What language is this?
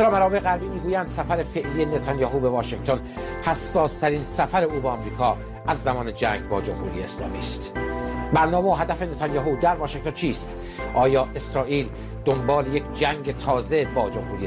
Persian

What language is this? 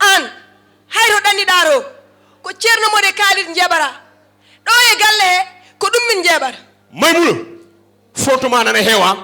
Fula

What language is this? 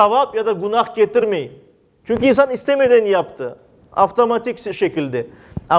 Crimean Tatar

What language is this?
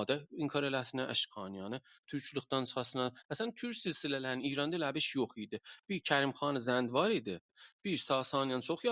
South Azerbaijani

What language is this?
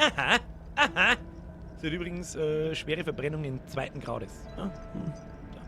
Bavarian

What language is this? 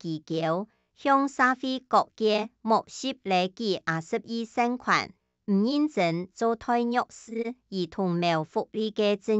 Hakka Chinese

